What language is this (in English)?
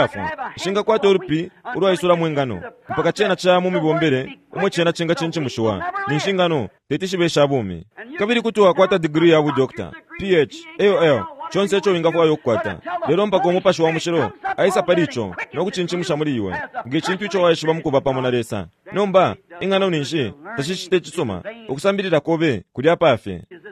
Bemba